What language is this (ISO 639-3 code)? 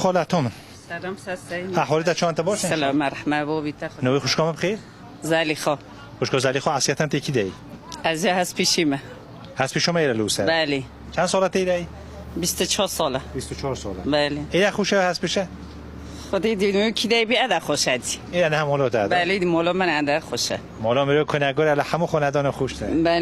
kur